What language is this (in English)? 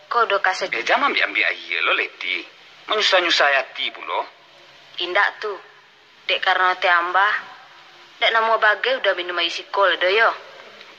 Minangkabau